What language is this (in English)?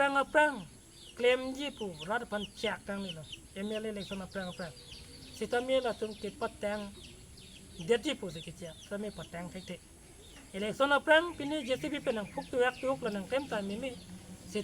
Karbi